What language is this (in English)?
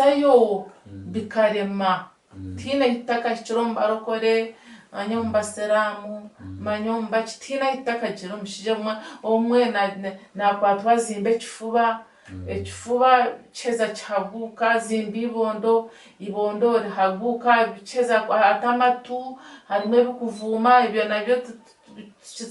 Nyankole